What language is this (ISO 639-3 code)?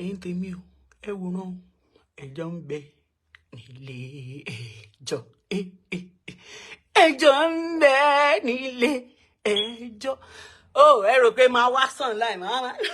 yor